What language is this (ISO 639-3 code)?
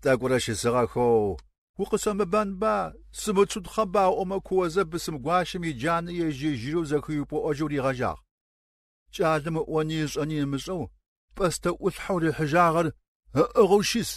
kbd